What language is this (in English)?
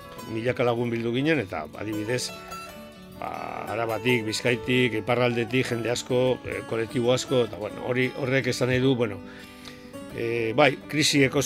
Basque